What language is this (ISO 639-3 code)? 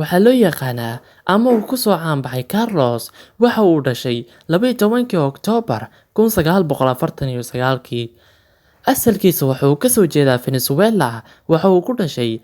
som